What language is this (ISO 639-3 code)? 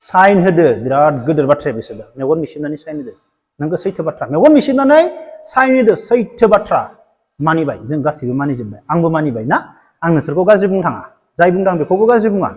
brx